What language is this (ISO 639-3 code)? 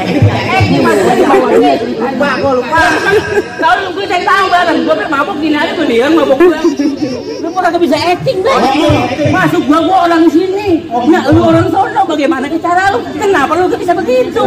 bew